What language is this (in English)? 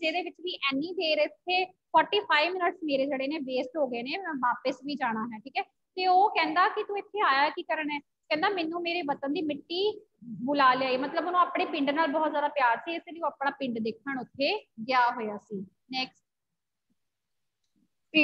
Punjabi